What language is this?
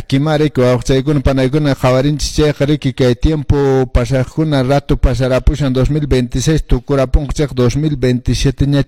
Quechua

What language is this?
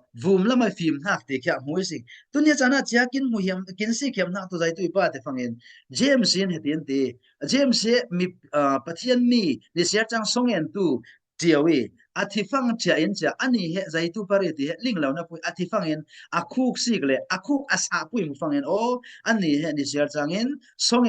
Falam Chin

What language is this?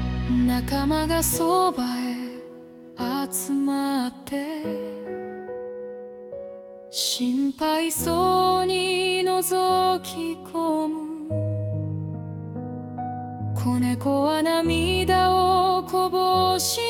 Japanese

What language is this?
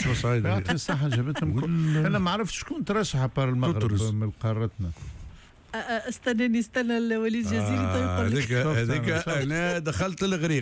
Tunisian Arabic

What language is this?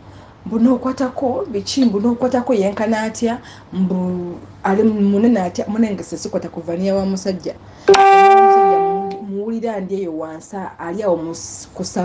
Ganda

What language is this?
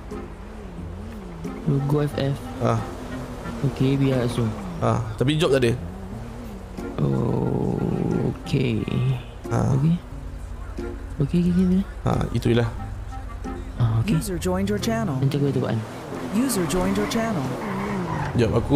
Malay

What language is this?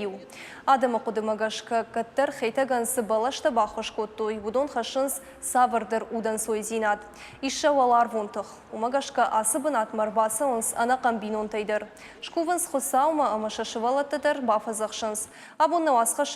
Ossetic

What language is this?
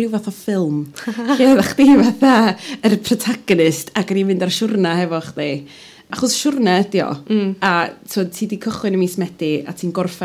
Welsh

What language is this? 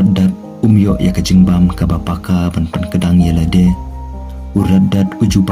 Khasi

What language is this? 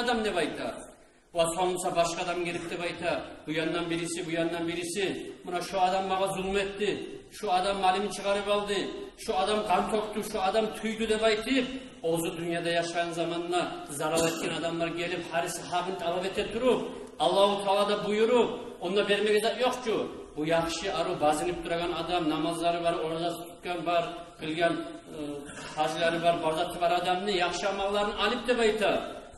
Kumyk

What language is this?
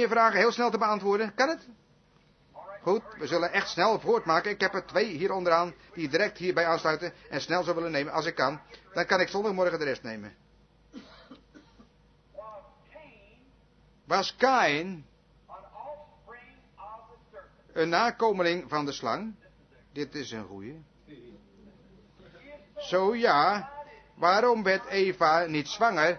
Dutch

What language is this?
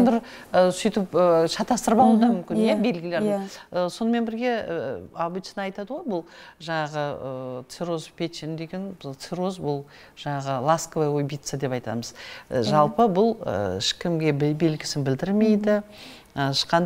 Kazakh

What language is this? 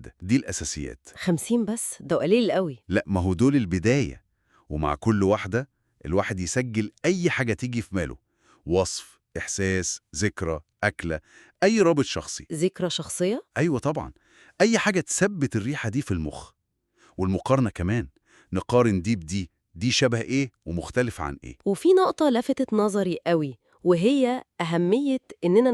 Egyptian Arabic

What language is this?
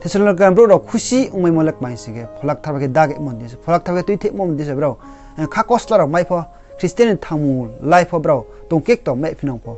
Riang (India)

